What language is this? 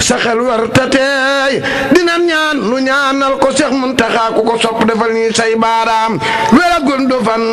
Wolof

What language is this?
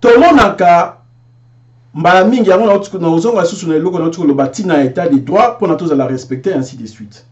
Lingala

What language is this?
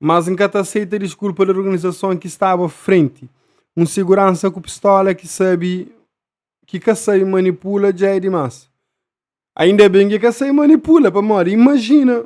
Kabuverdianu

